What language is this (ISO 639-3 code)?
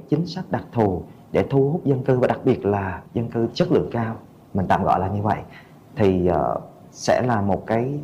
vie